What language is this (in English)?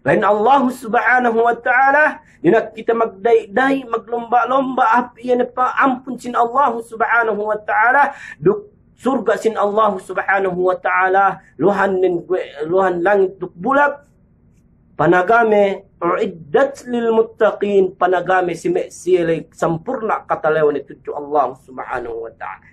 Yakan